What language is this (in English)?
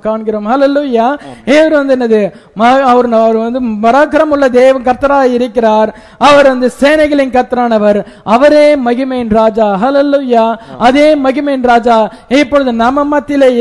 Tamil